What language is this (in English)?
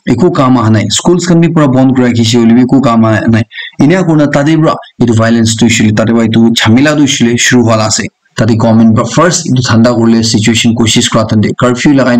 Naga Pidgin